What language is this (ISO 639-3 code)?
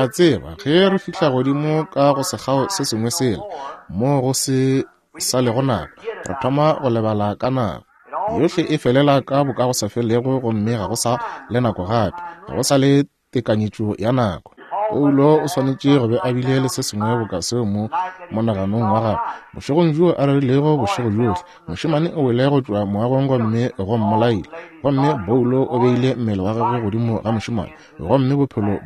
nso